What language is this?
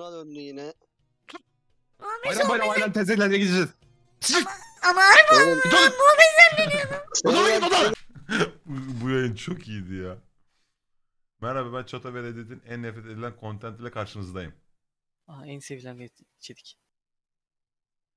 Turkish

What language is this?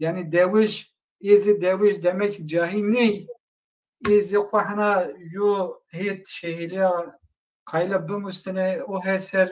Zaza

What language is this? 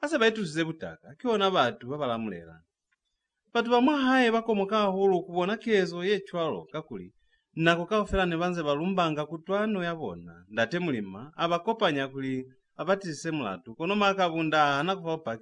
Lozi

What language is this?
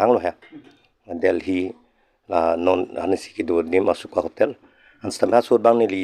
Karbi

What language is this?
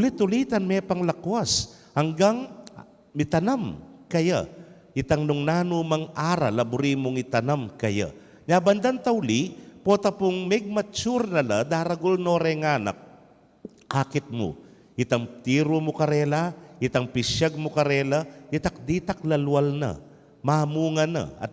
Pampanga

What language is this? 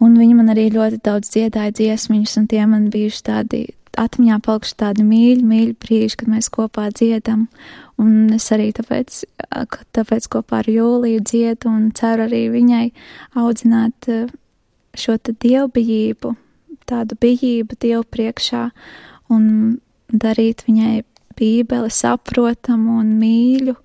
Latvian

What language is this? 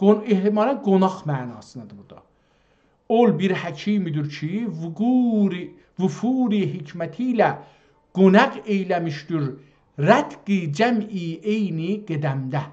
South Azerbaijani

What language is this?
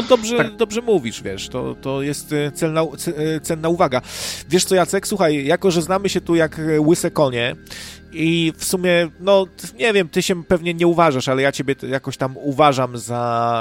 Polish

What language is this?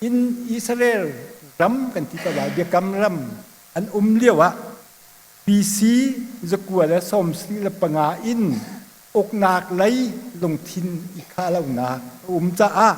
Hakha Chin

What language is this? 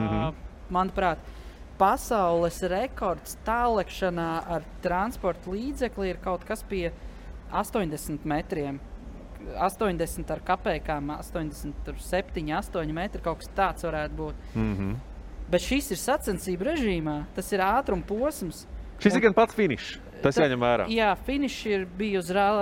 Latvian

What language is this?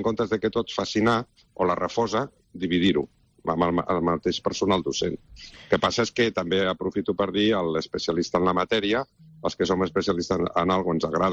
Catalan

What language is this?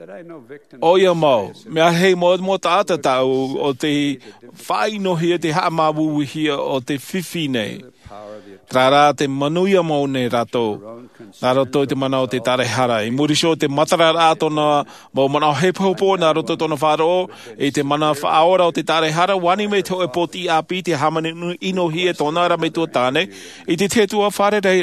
Tahitian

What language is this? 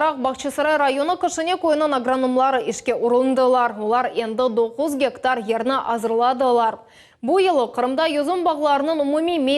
Crimean Tatar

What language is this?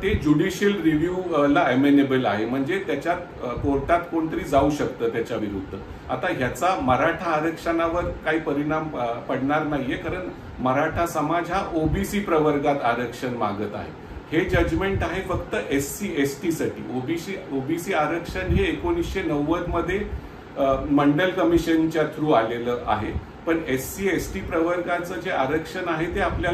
Marathi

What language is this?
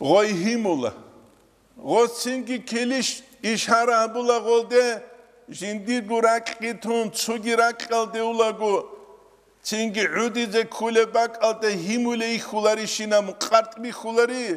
Avaric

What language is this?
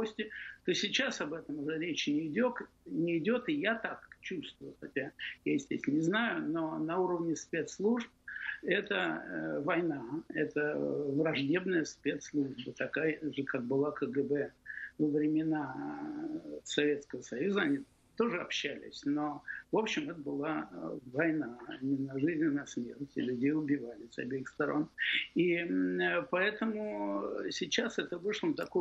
Russian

